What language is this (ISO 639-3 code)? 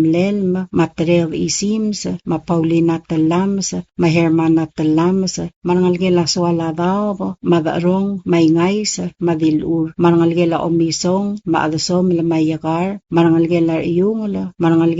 pau